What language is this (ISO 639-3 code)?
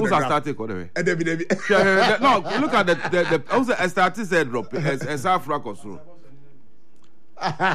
eng